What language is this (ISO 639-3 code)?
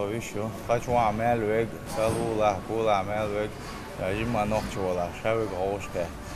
che